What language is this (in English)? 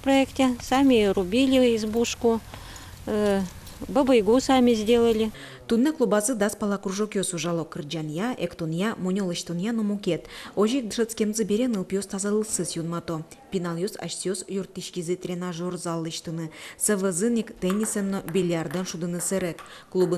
Udmurt